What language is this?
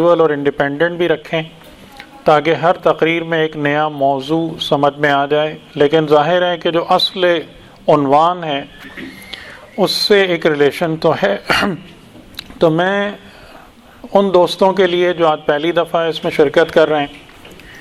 Urdu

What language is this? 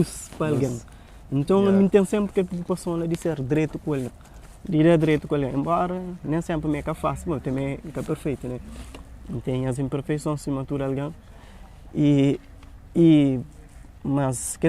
Kabuverdianu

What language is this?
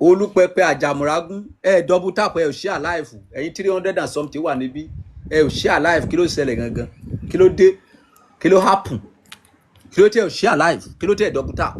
Yoruba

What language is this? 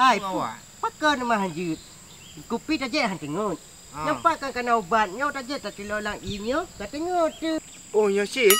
Achinese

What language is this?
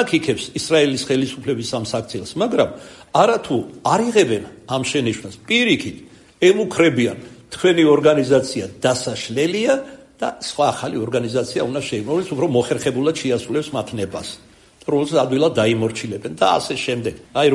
Georgian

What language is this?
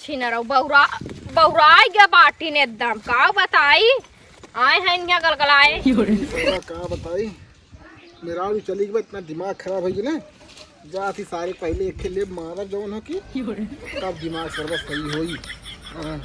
Awadhi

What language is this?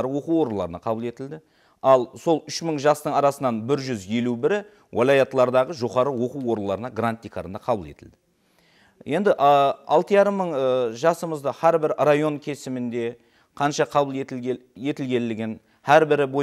Kara-Kalpak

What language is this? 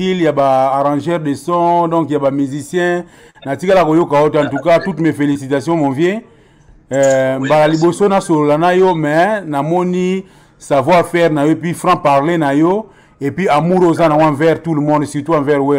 Lingala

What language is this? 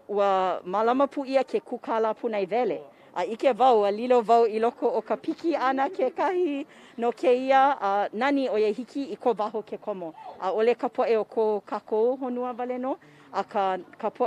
Hawaiian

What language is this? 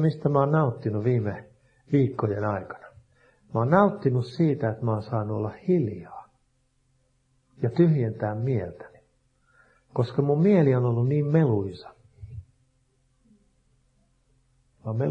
Finnish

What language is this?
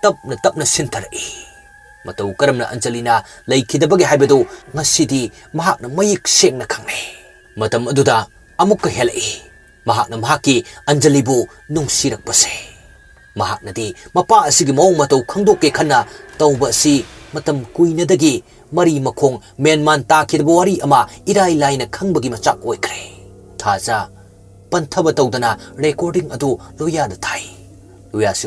Manipuri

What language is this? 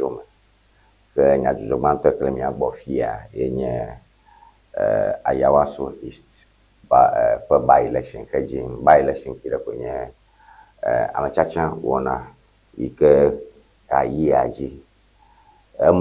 Ewe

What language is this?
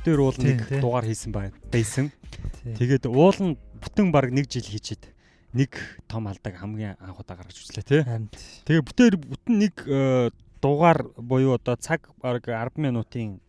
Mongolian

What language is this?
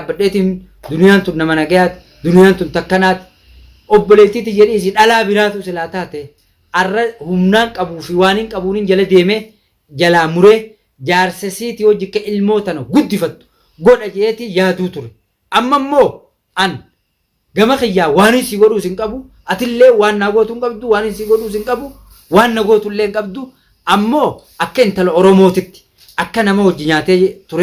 Oromo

